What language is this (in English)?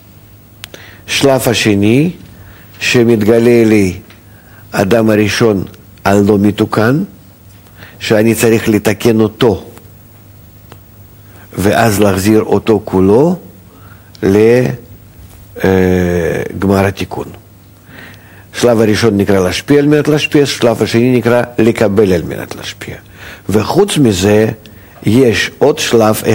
Hebrew